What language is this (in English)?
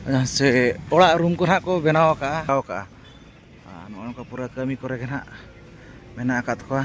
Santali